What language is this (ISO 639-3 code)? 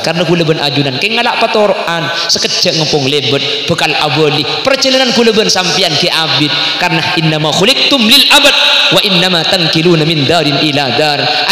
mad